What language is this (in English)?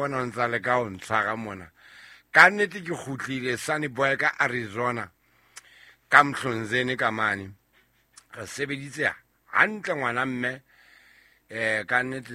Southern Sotho